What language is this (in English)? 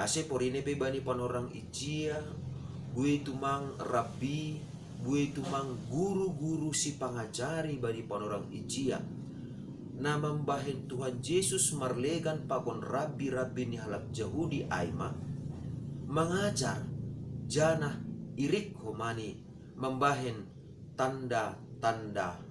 Batak Simalungun